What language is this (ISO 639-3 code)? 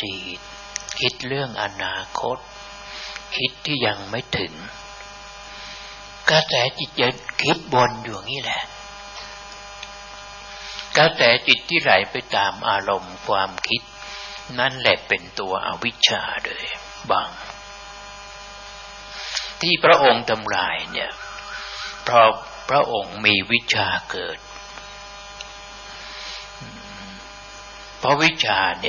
tha